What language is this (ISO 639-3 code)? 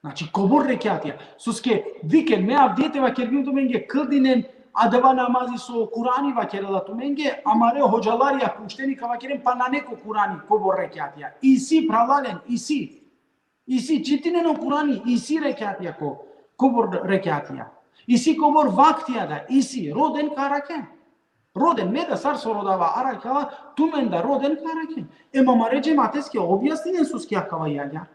rmn